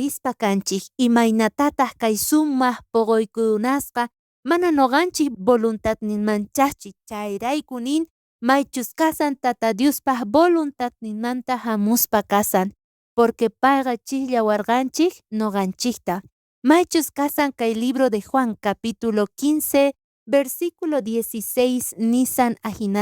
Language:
South Bolivian Quechua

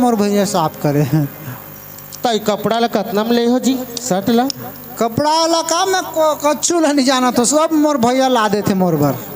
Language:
Chhattisgarhi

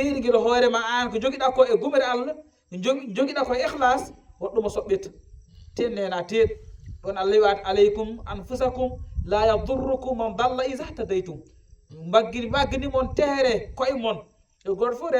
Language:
Fula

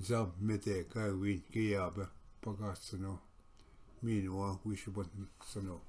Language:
Ojibwa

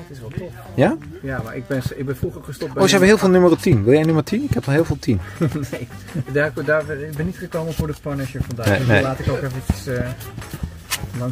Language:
Dutch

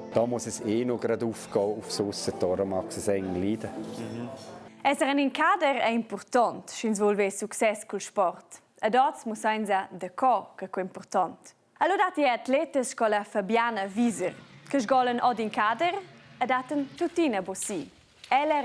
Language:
Romansh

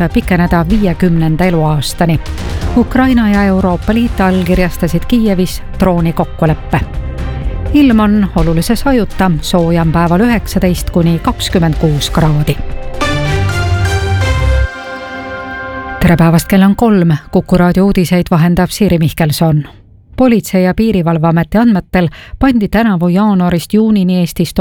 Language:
Estonian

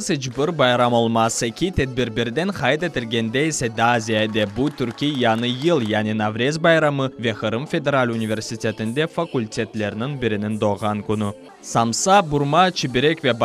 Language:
Crimean Tatar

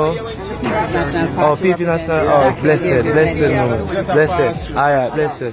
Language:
Jamaican Creole English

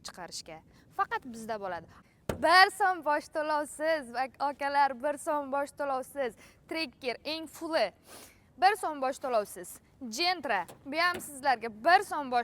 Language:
Uzbek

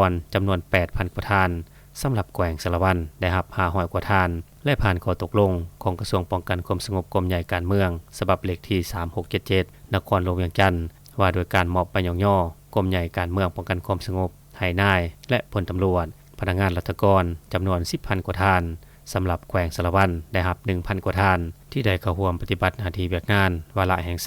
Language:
Lao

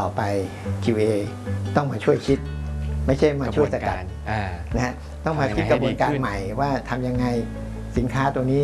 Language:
Thai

